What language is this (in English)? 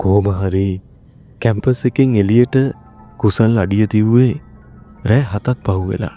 Sinhala